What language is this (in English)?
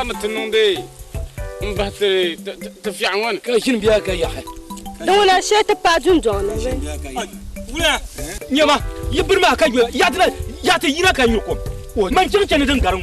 Dagbani